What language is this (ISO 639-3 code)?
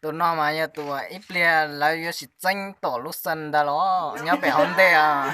hmn